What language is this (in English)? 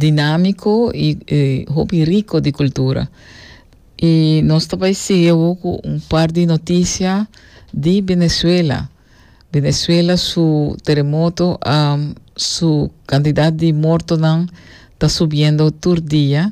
Papiamento